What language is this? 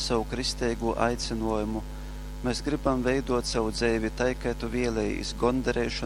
Latgalian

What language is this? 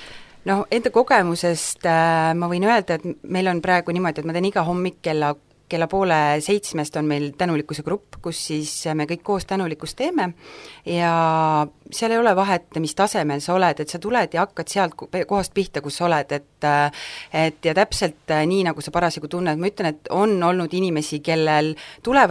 Estonian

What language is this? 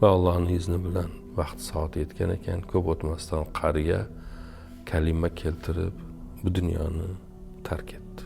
Uzbek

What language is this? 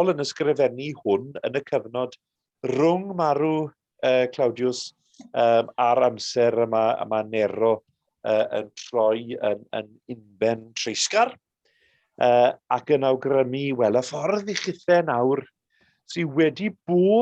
Welsh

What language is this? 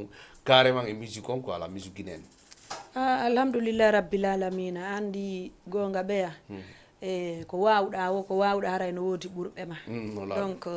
Fula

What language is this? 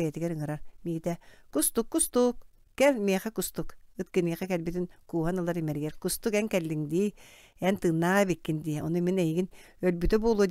Yakut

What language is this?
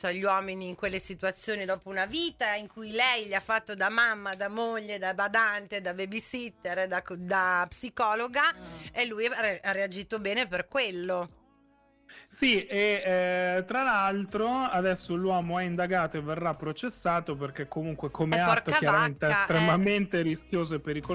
Italian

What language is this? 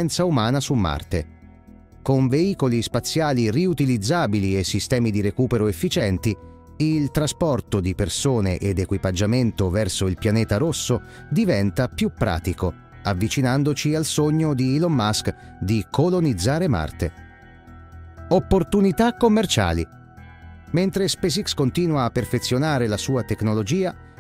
Italian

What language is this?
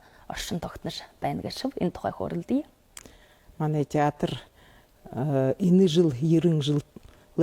Buriat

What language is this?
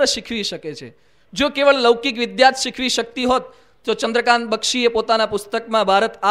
Gujarati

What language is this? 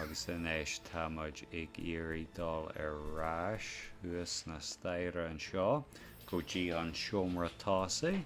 Irish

